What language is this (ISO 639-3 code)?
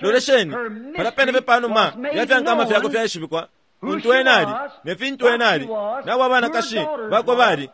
bem